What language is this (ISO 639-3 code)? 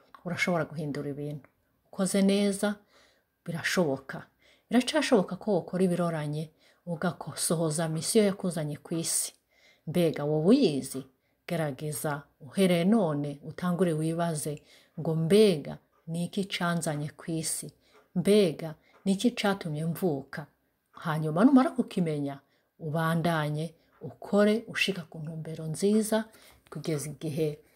run